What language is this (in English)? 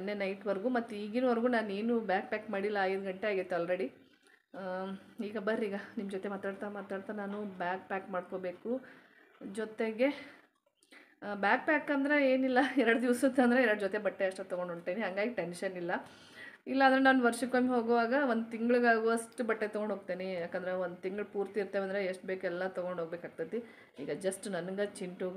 Kannada